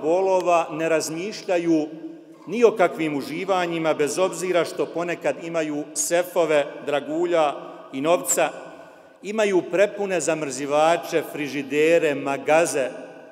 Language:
Bosnian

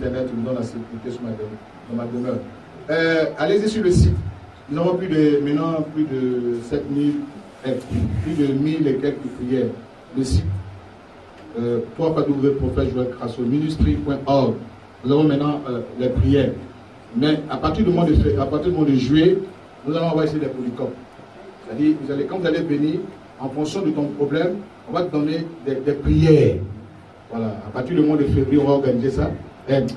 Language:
French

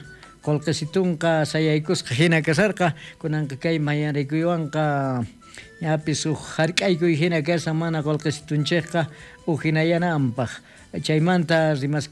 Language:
South Bolivian Quechua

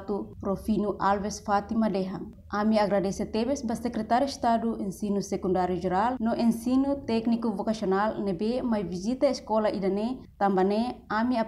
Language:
Tetum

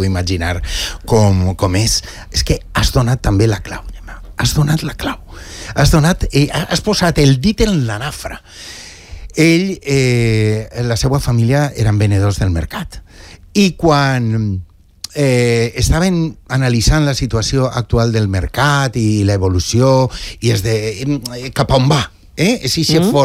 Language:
Catalan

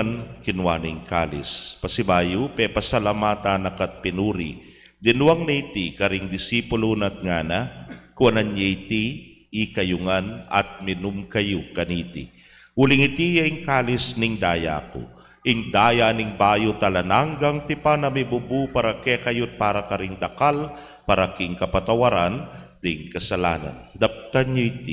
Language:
Pampanga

